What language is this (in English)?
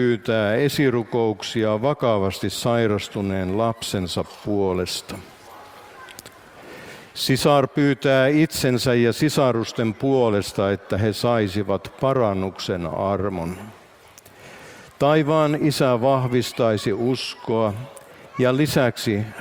Finnish